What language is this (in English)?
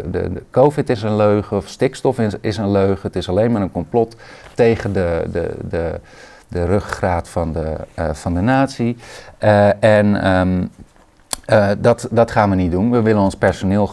Dutch